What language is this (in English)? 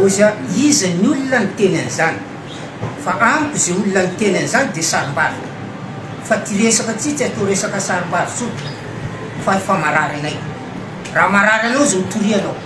Malagasy